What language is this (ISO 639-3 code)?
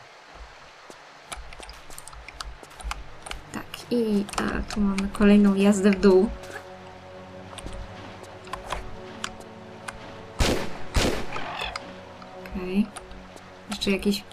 pol